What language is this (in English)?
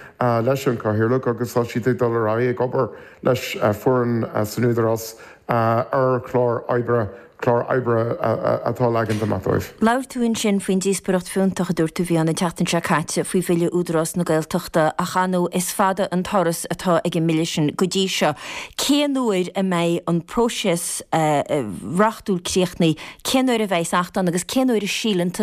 Irish